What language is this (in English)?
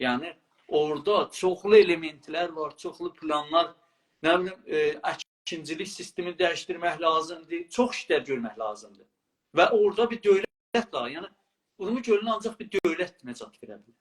South Azerbaijani